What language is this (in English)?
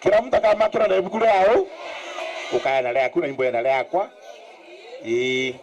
Meru